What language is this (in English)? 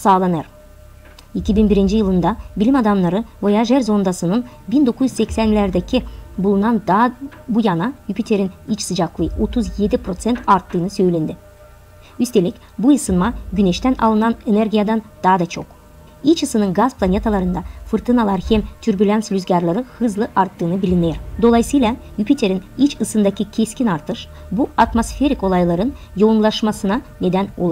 Gagauz